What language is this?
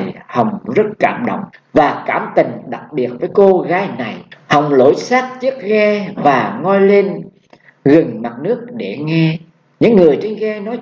Vietnamese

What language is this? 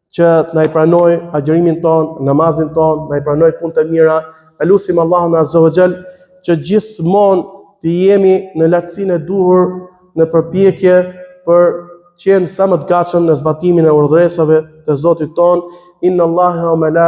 Albanian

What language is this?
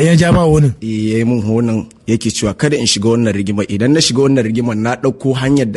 Hausa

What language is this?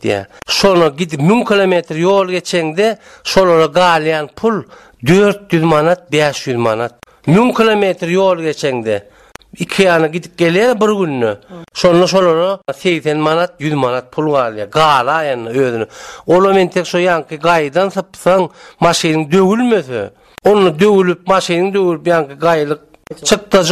Turkmen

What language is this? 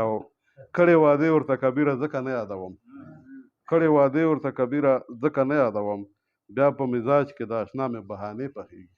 Pashto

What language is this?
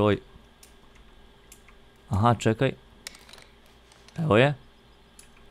Croatian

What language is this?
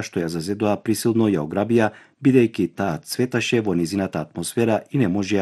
Macedonian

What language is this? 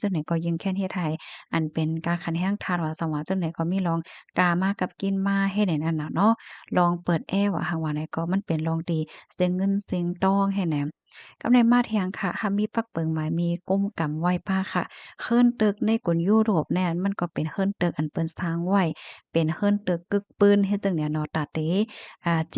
Shan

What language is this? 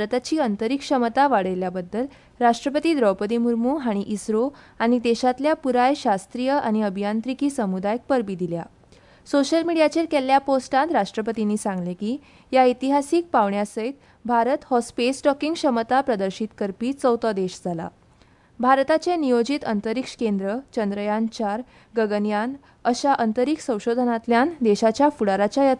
Konkani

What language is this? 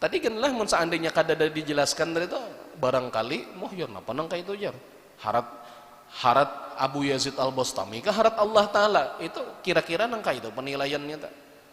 Banjar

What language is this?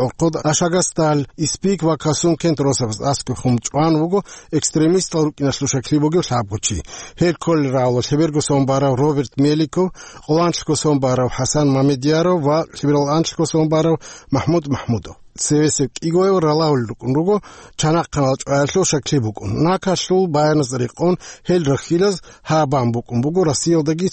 Avaric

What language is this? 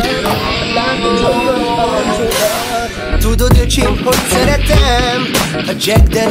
Hungarian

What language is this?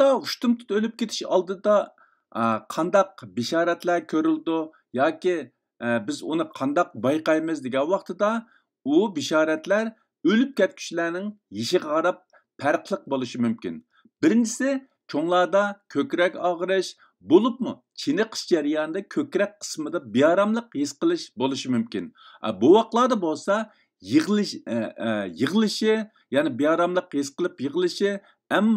Uyghur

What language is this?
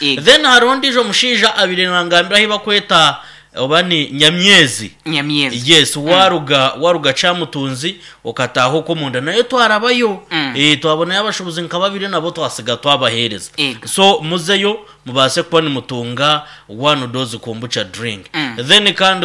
Nyankole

